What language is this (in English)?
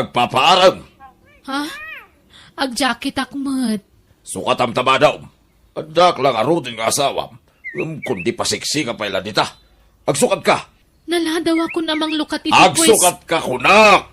Iloko